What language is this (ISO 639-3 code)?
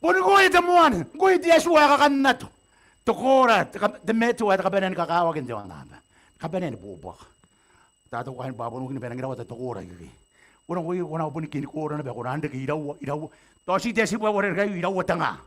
gil